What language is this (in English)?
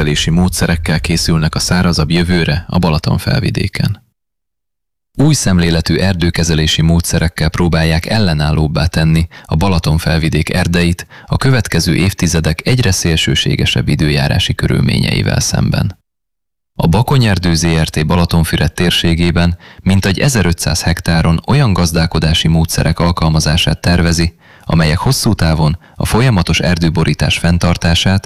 Hungarian